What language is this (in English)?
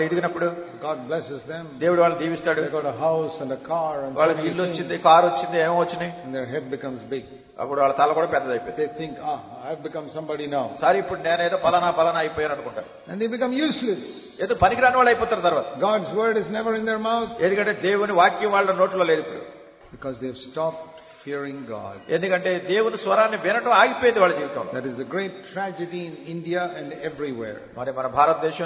Telugu